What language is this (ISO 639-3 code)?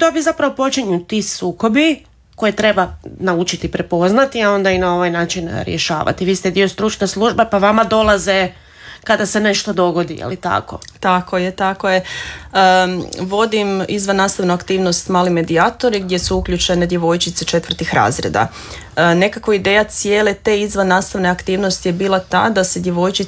hrv